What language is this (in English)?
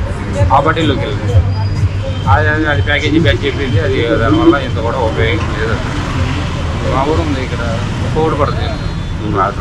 Telugu